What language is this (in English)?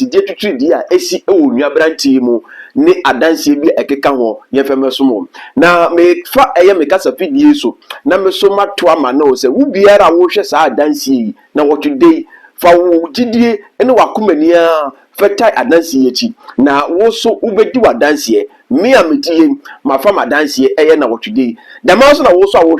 Akan